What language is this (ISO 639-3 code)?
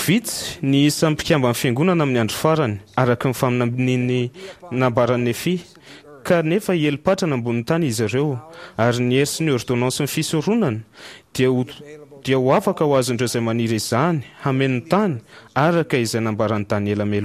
mlg